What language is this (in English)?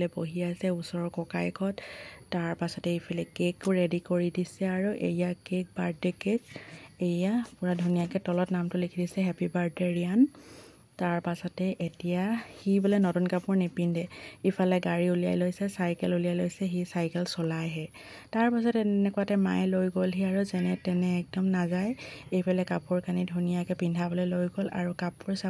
Assamese